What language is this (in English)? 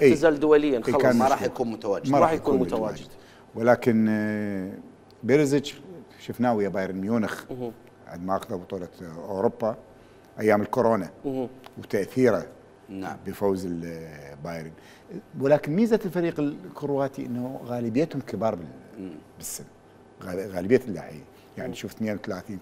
Mesopotamian Arabic